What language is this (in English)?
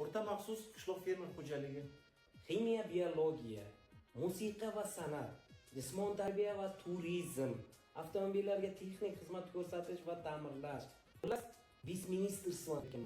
Uzbek